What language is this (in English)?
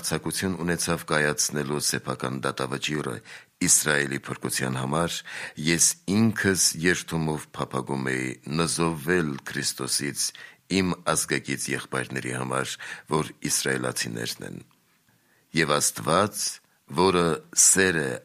Armenian